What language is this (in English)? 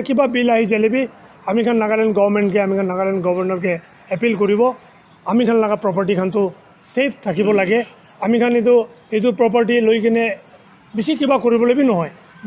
Naga Pidgin